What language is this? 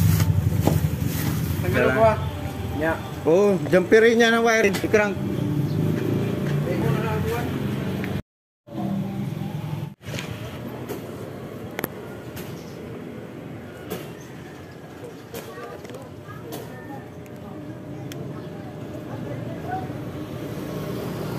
Filipino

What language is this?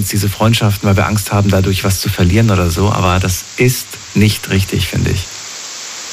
German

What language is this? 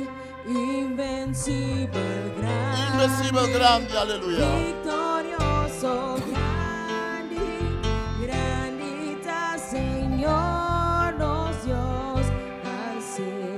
Papiamento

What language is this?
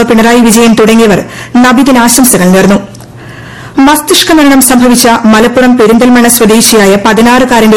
Malayalam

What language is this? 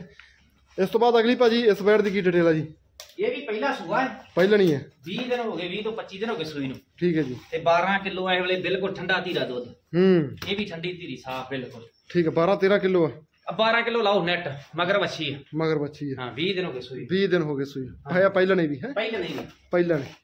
Punjabi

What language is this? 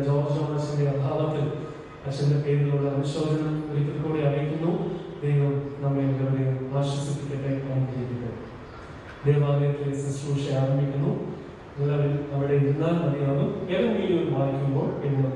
Malayalam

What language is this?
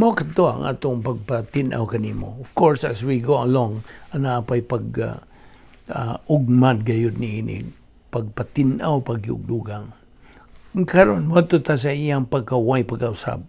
Cebuano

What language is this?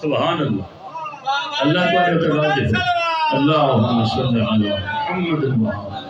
Saraiki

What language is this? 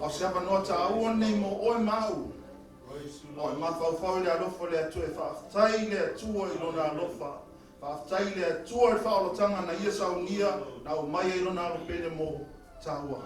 Samoan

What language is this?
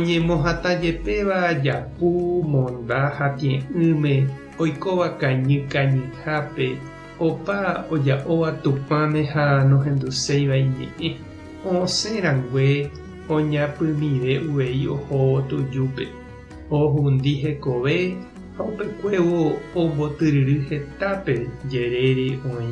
Guarani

